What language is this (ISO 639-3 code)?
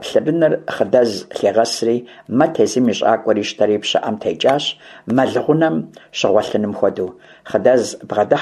kbd